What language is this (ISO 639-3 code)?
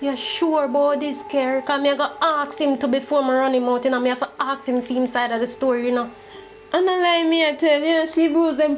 jam